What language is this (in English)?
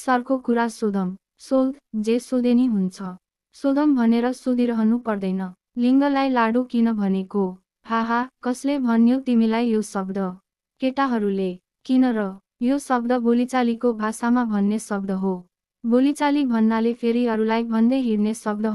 Nepali